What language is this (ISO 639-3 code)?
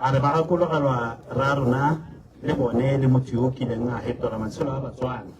tsn